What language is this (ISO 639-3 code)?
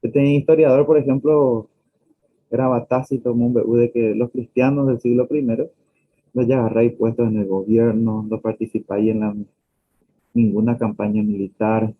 grn